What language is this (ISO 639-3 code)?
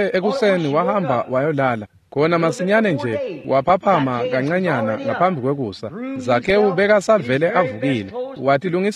ssw